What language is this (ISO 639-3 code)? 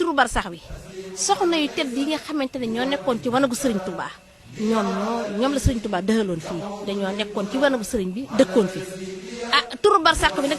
wol